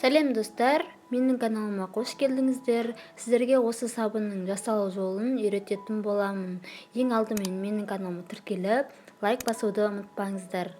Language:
Kazakh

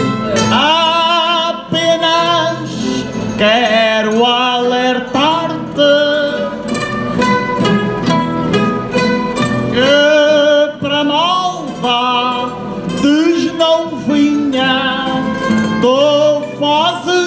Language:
Portuguese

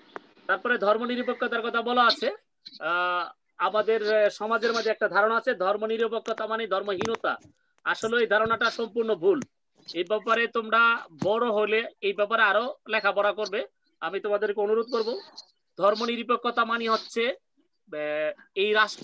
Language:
Bangla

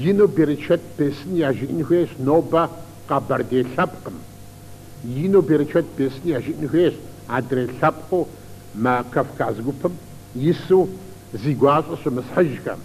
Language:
Kabardian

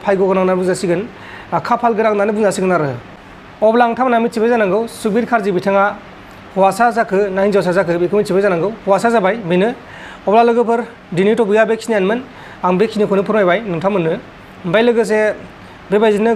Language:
Bodo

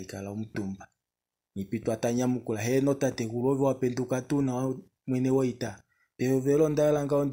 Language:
Kuanyama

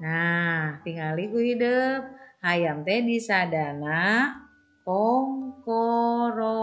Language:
Sundanese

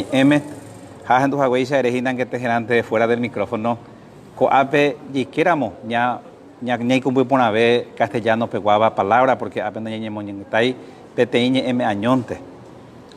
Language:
Guarani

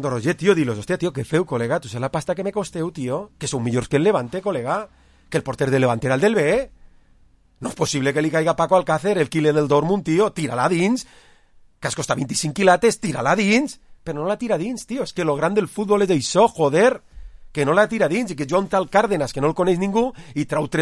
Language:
Catalan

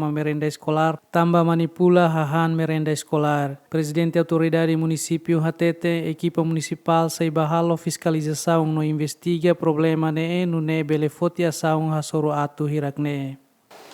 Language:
Tetum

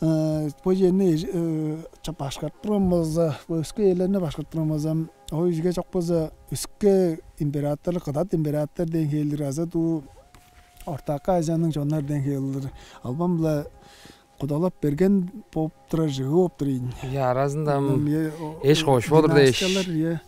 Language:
Tuvinian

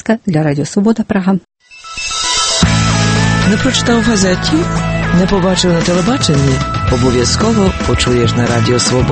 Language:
Ukrainian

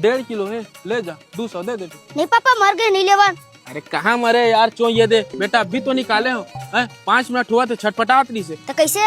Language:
Chhattisgarhi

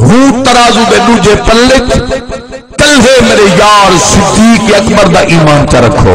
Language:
Saraiki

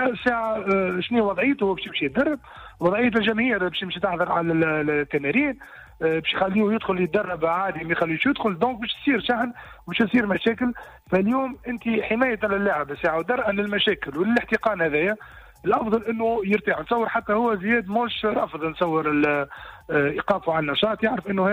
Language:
Tunisian Arabic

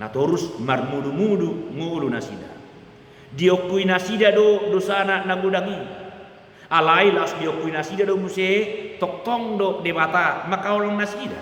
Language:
Batak Toba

